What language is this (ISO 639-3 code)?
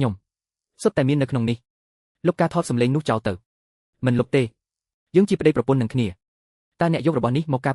khm